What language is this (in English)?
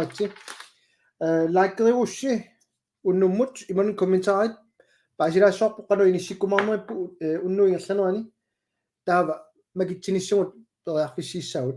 Kalaallisut